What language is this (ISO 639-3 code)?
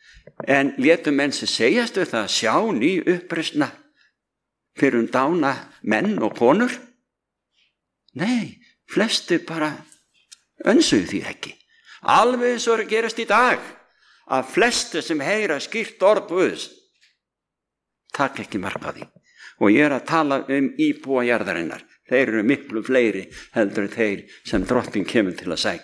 isl